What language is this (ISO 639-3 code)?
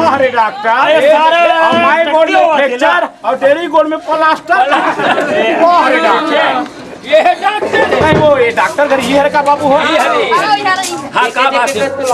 hne